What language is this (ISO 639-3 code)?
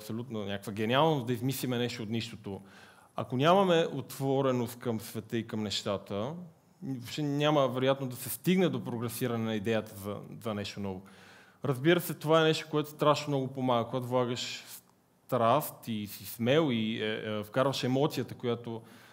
bul